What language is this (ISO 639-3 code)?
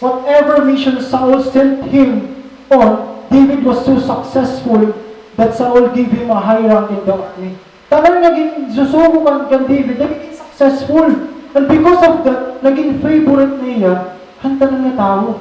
war